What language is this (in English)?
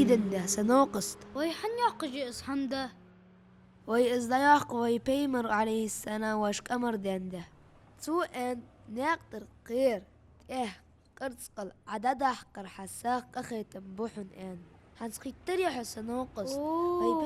Ingush